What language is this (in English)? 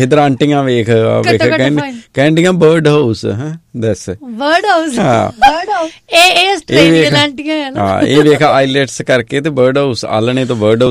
Punjabi